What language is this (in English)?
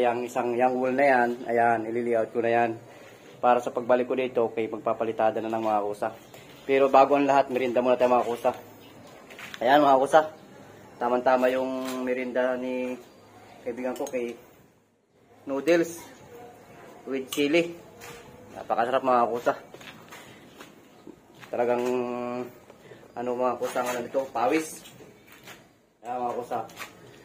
Filipino